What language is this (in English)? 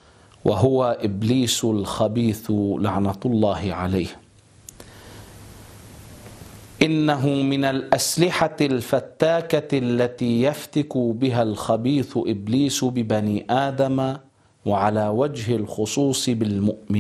Arabic